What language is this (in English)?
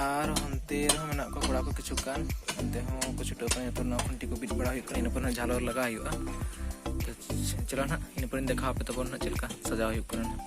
Santali